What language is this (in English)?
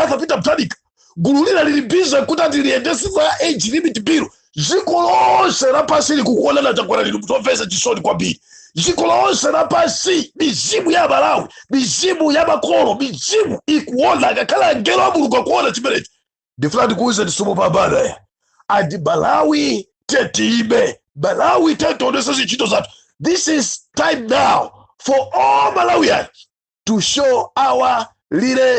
Nyanja